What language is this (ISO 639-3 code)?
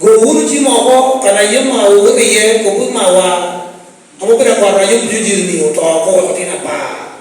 laj